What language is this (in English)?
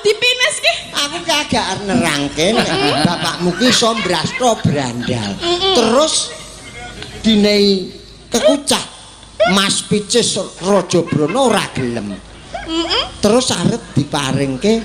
Javanese